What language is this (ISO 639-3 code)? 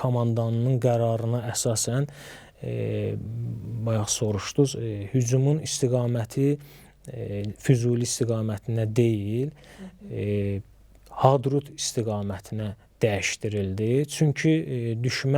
aze